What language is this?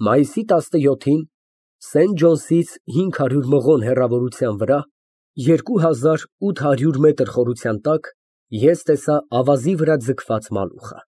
Armenian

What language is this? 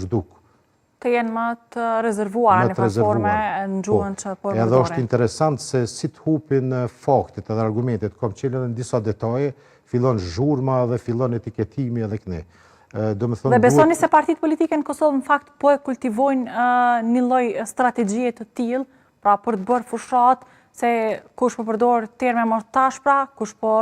Albanian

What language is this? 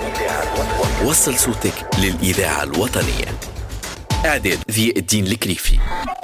Arabic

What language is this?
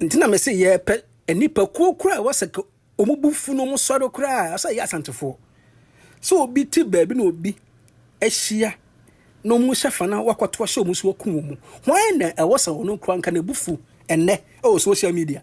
Akan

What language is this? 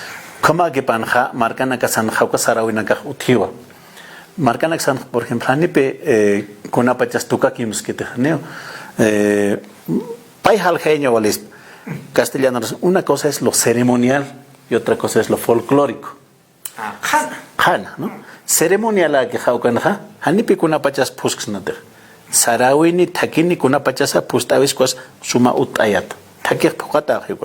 Aymara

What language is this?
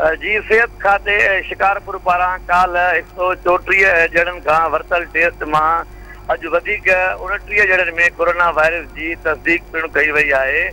Sindhi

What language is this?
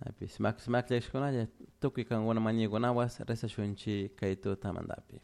Chimborazo Highland Quichua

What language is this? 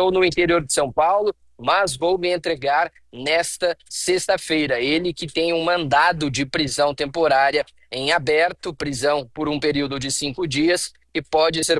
Portuguese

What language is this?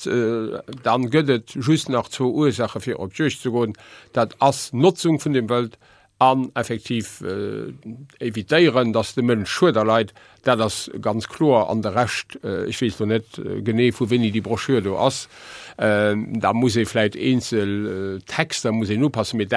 Luxembourgish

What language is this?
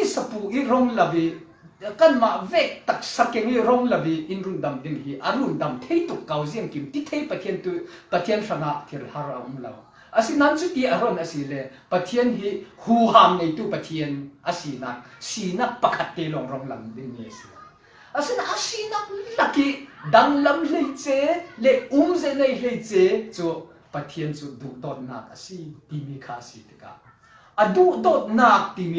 Falam Chin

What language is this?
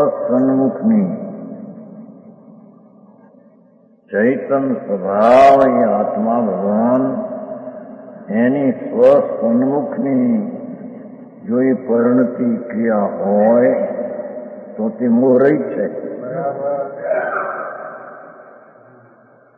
Gujarati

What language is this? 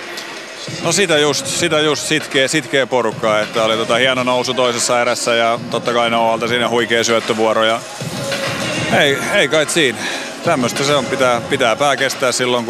Finnish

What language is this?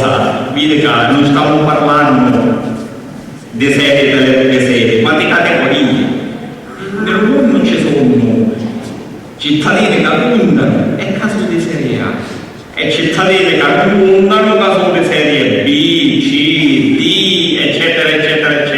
Sicilian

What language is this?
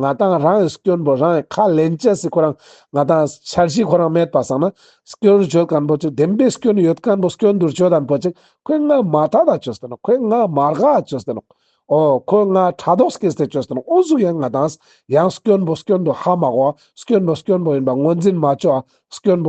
Ladakhi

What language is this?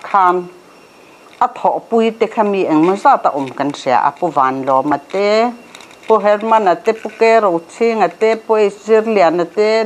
Mizo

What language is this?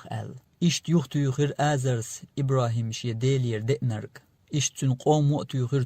Chechen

